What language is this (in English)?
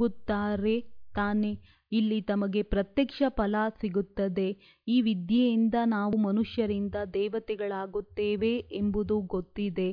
Kannada